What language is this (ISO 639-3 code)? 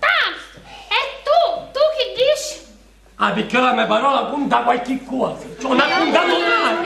scn